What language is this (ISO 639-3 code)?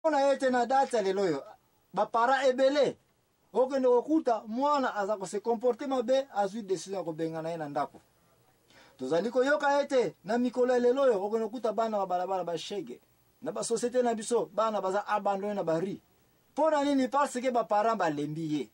lin